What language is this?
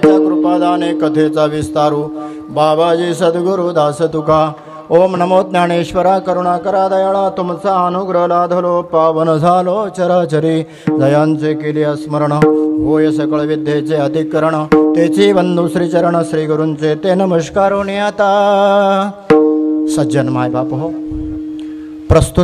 Marathi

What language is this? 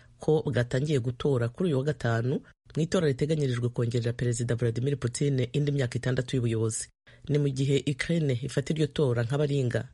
Kinyarwanda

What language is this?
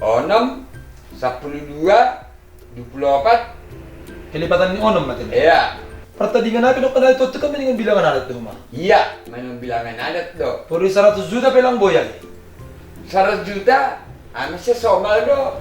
Batak Simalungun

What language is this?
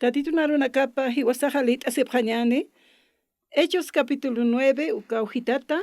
Aymara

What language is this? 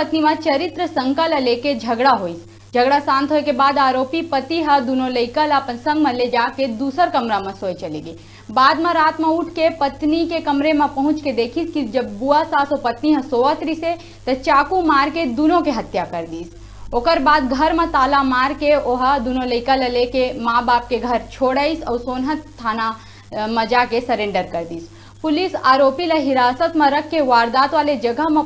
Chhattisgarhi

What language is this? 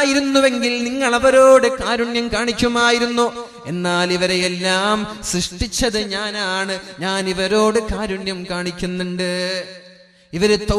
Malayalam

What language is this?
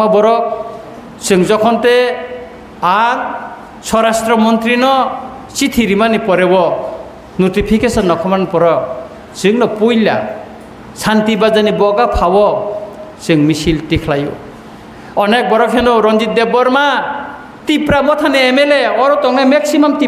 Kok Borok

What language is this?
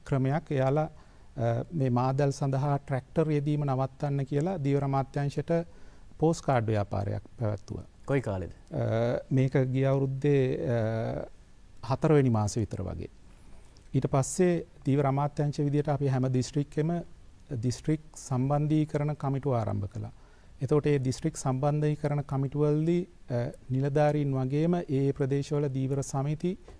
Sinhala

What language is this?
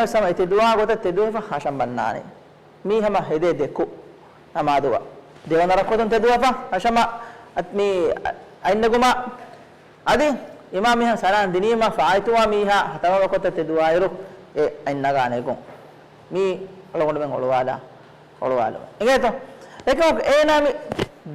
Divehi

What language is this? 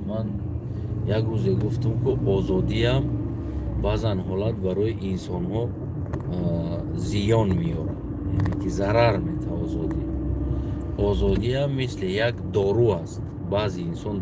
Tajik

